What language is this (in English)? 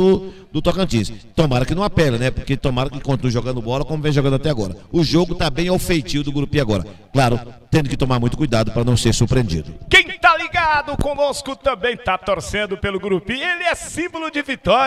Portuguese